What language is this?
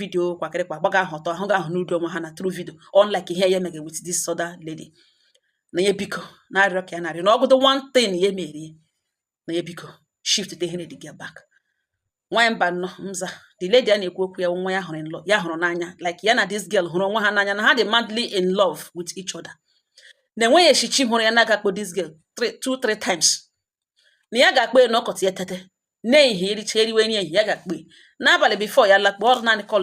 Igbo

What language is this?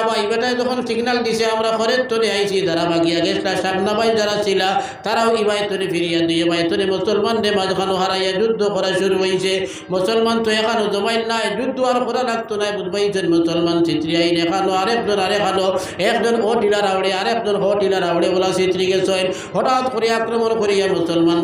Sylheti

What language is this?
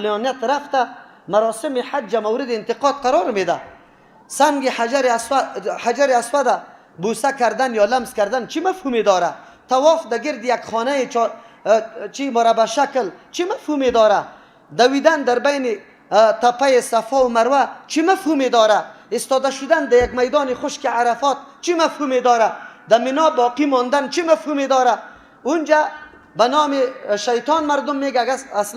Persian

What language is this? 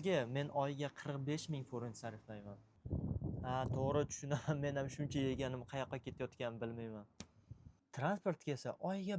Uzbek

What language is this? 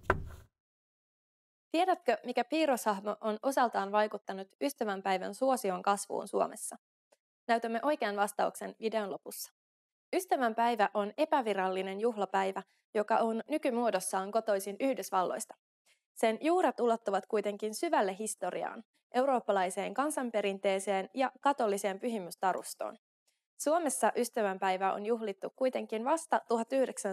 Finnish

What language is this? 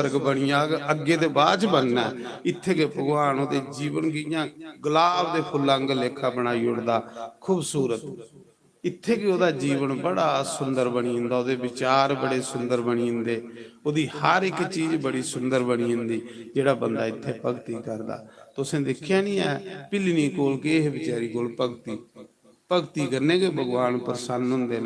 Dogri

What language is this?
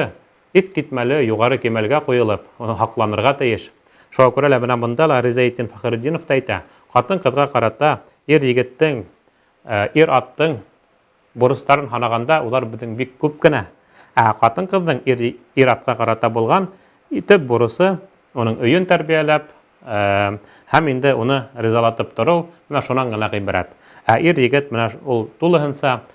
Bashkir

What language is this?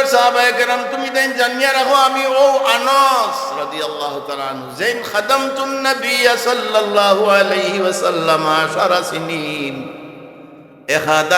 Sylheti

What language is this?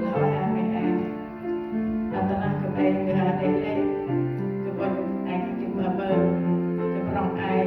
Central Mnong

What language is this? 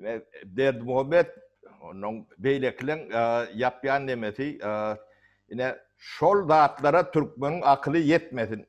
Turkmen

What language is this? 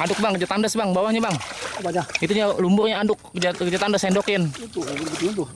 Betawi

